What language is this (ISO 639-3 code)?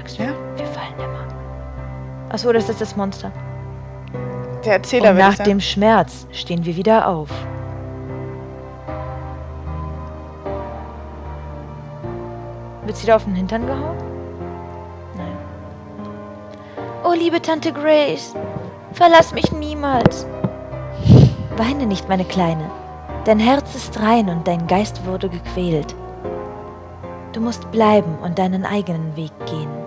deu